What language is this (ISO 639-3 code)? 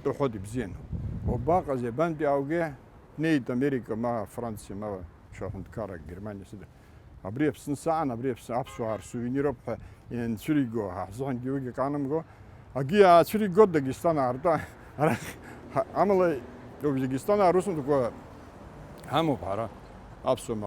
abk